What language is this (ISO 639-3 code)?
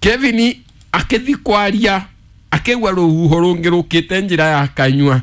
kik